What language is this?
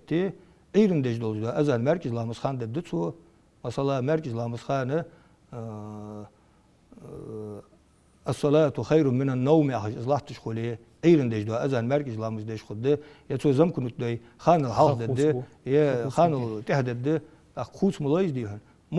Ingush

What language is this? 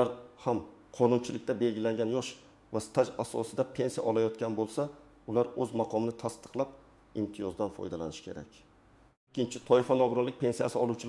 Uzbek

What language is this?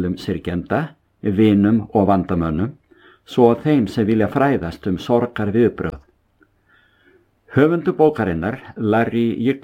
Icelandic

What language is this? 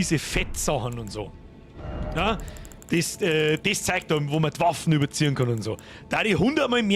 Bavarian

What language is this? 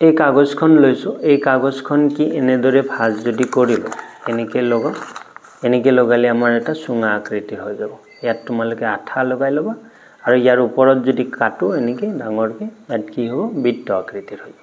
Assamese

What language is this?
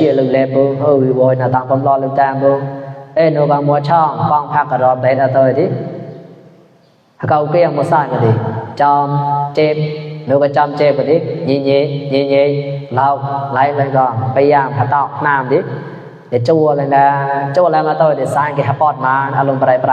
Mon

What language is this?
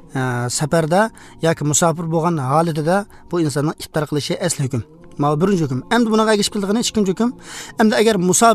Uzbek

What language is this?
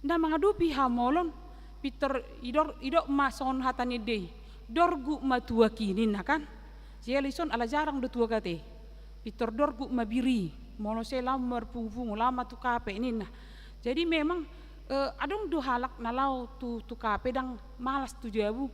Batak Toba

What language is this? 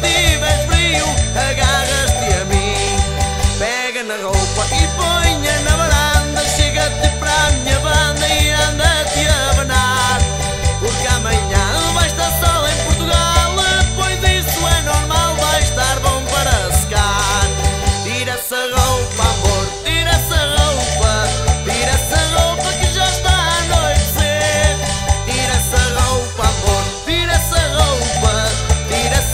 Portuguese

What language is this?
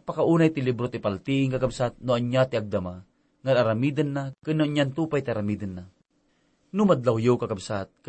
Iloko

